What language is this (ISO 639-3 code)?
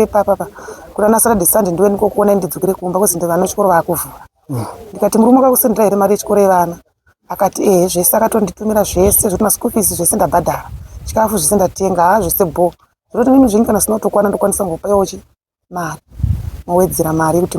sna